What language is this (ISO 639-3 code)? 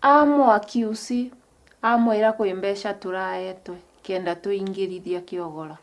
mer